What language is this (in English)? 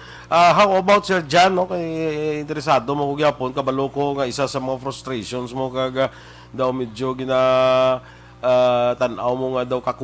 Hiligaynon